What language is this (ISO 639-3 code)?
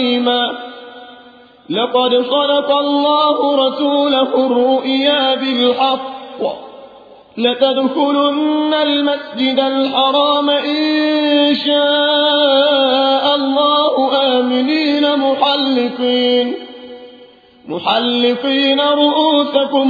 ara